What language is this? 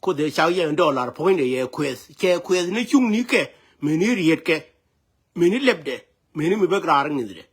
Nuer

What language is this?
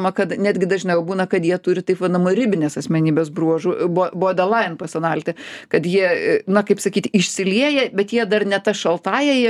Lithuanian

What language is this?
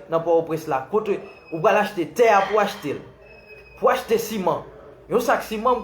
Haitian Creole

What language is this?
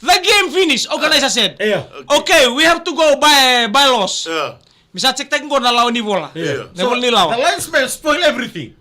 Fijian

